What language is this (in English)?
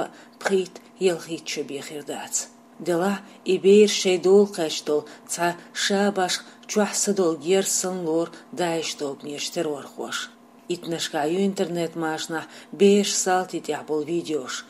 Chechen